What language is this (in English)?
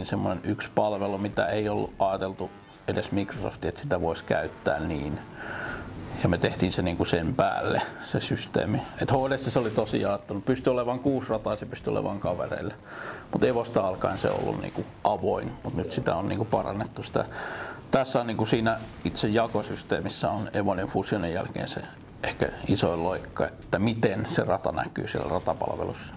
Finnish